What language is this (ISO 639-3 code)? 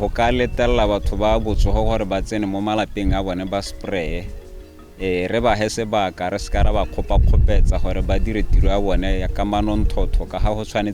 tsn